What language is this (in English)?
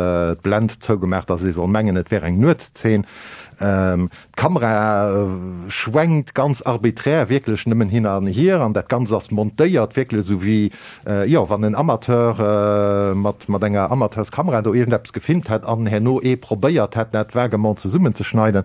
Luxembourgish